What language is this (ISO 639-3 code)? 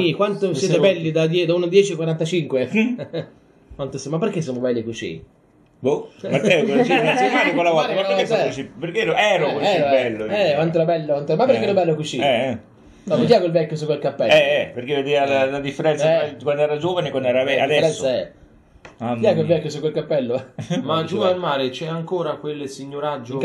ita